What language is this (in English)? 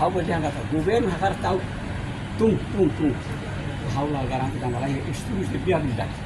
Tetum